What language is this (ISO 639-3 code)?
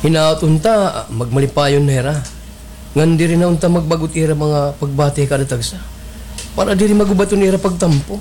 war